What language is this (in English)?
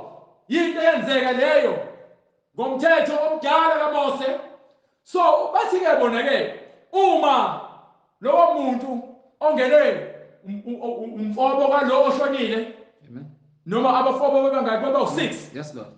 Zulu